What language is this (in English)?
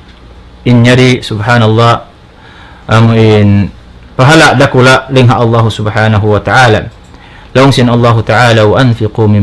Tausug